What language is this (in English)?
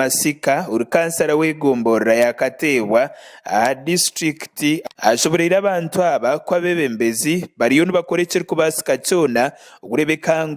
Nyankole